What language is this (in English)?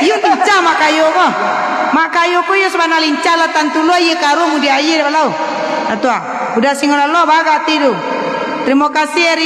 Minangkabau